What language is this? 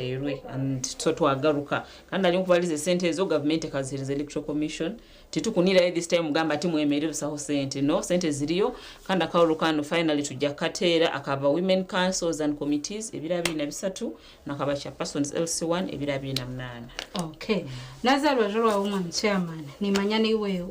Nyankole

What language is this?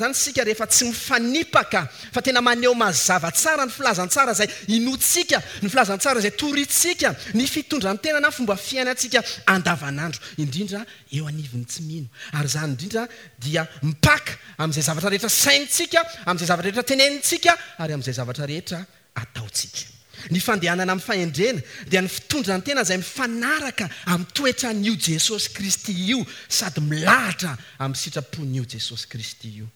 Malagasy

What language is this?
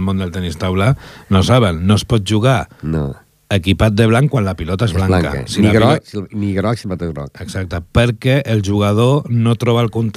Catalan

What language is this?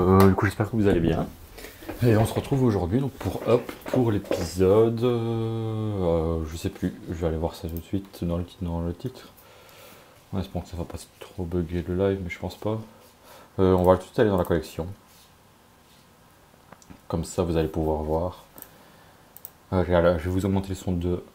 French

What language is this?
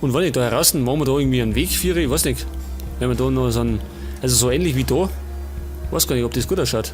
Bavarian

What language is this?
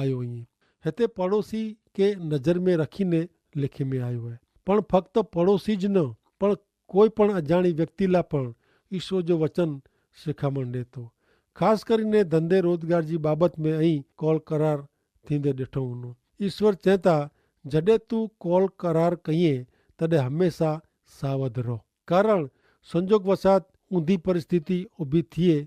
Kachhi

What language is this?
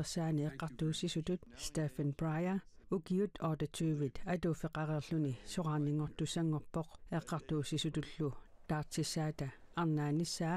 Kalaallisut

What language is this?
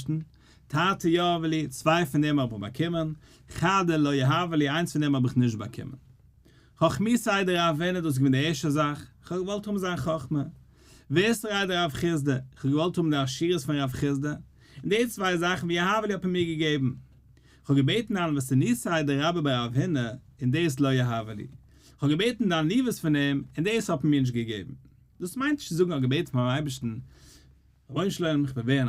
Yiddish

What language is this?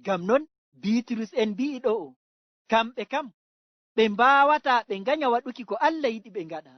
Fula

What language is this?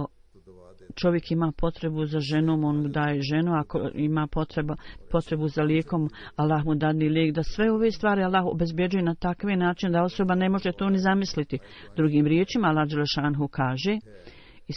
Bosnian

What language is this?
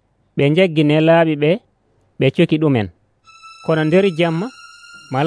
Nigerian Fulfulde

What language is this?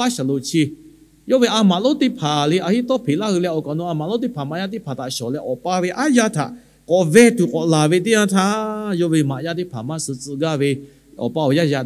Lahu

